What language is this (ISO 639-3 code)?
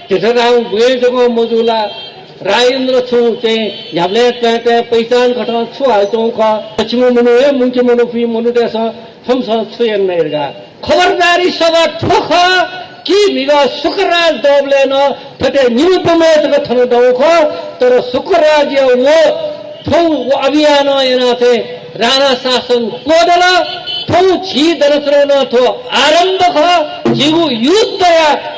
new